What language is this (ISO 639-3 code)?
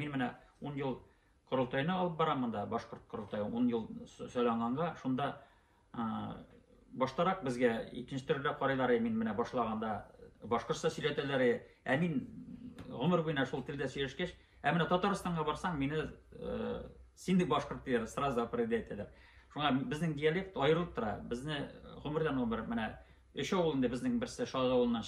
bak